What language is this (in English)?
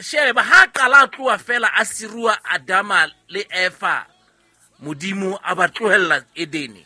Southern Sotho